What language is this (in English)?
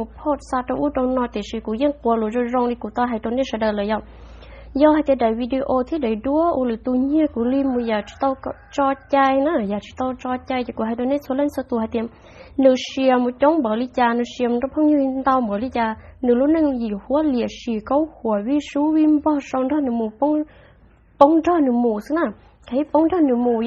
Hmong